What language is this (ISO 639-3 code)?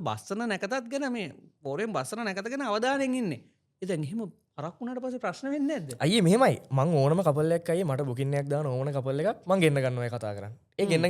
sin